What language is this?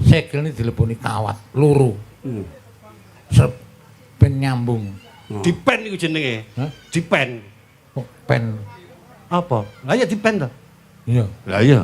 Javanese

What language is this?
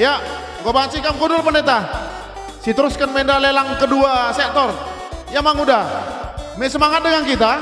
Batak Karo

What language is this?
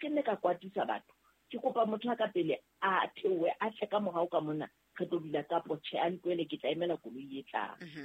Southern Sotho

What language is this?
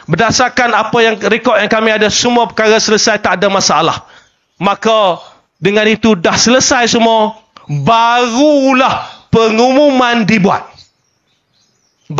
Malay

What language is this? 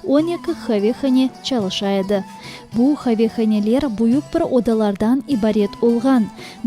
Crimean Tatar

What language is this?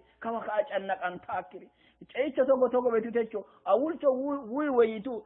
Sidamo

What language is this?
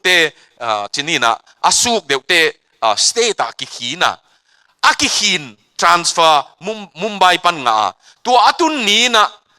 Tedim Chin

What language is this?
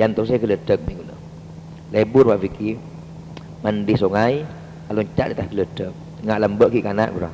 Madurese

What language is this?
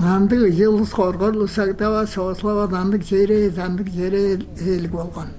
Tuvinian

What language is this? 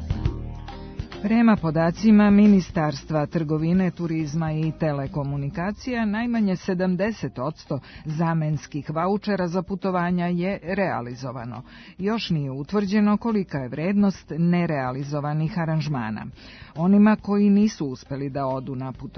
Serbian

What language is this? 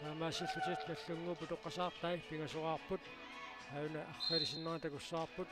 Kalaallisut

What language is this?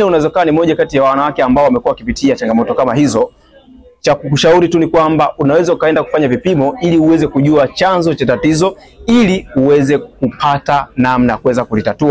Swahili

